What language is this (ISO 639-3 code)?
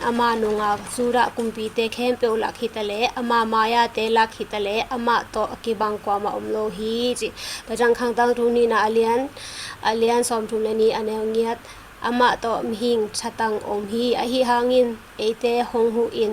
ctd